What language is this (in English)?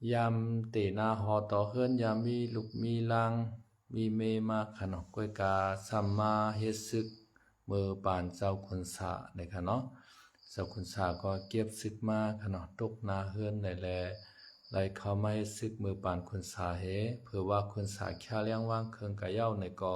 Shan